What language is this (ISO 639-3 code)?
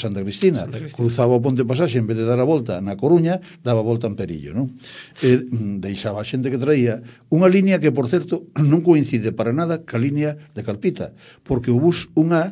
glg